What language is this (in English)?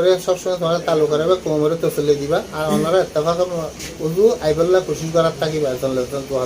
Rohingya